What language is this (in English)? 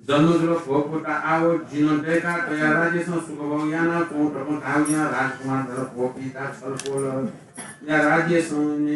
Newari